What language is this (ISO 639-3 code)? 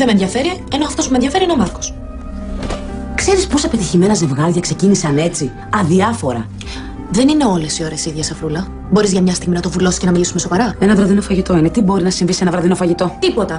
ell